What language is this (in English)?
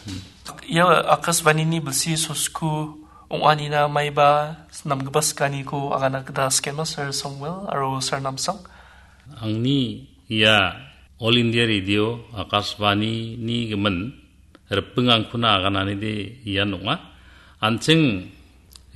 Garo